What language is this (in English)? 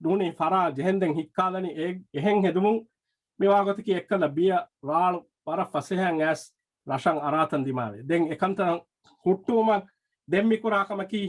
Divehi